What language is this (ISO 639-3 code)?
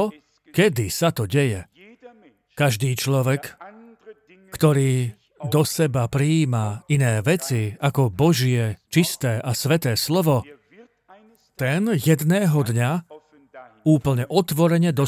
slk